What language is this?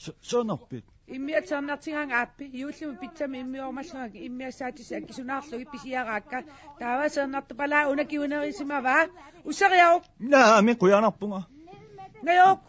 Kalaallisut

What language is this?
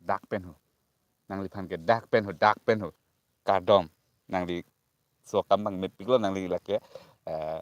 Karbi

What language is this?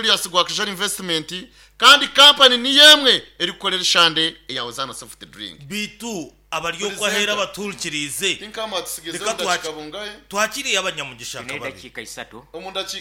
Nyankole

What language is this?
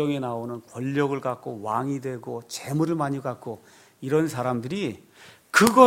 Korean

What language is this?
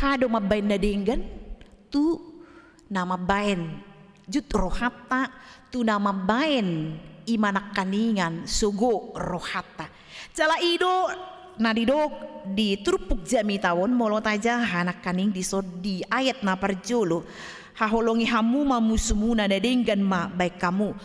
Batak Toba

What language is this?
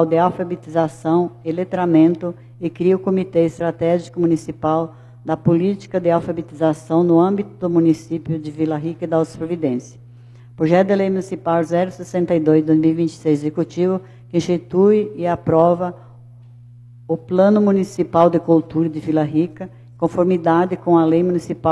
Portuguese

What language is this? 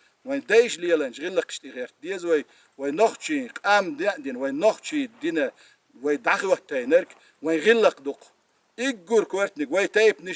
Chechen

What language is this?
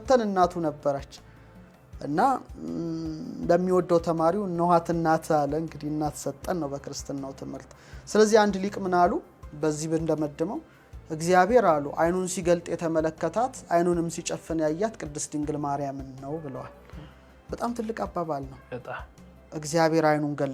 Amharic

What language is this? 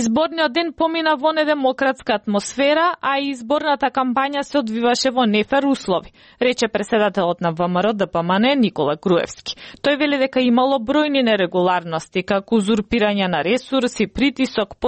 Macedonian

